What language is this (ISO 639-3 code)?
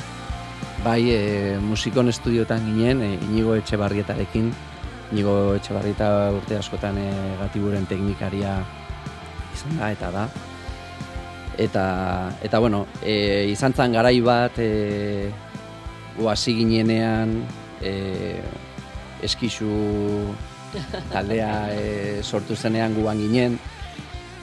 eus